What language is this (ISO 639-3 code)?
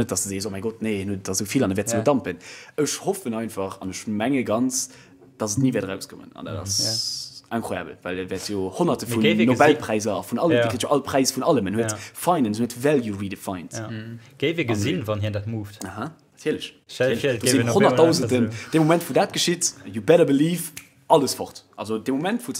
ltz